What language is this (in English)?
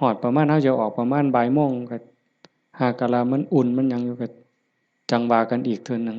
Northeastern Thai